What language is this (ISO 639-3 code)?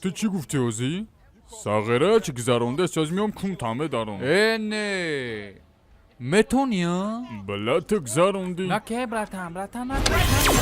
tgk